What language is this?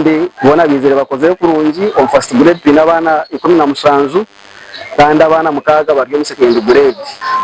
Nyankole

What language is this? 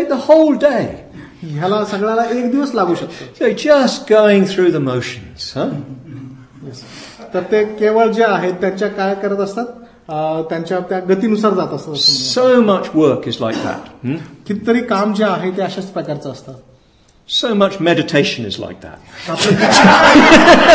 Marathi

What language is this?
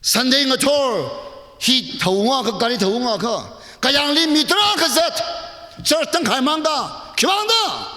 Tangkhul Naga (India)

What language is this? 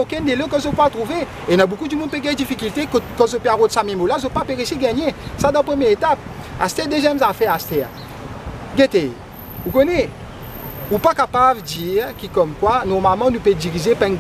Morisyen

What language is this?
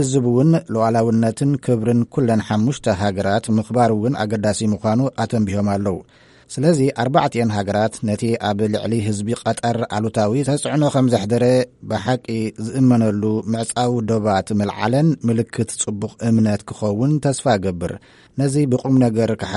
Tigrinya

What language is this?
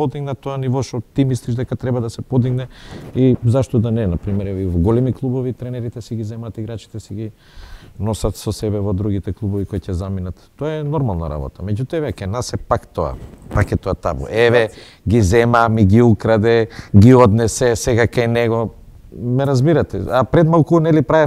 Macedonian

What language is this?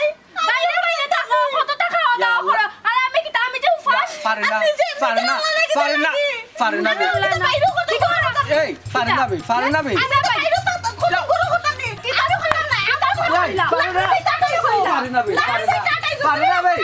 Sylheti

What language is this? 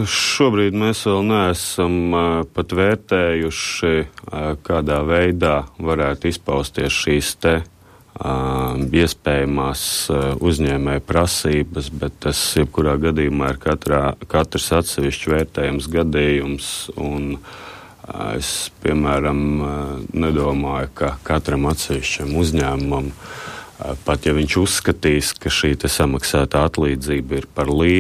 Latvian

